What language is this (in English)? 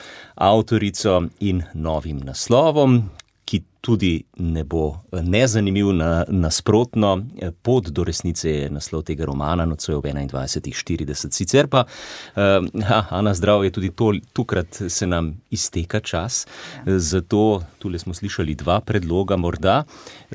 Slovenian